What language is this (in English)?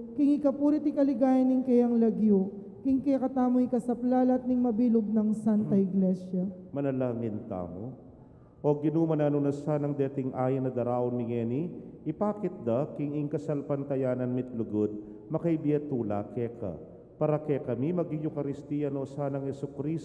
Pampanga